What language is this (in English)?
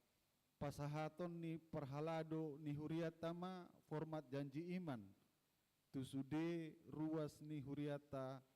Batak Toba